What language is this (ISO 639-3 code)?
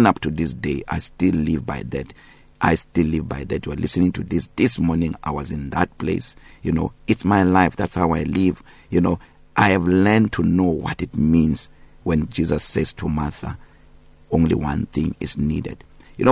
eng